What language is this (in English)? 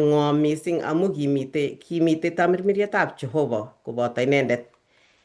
Kalenjin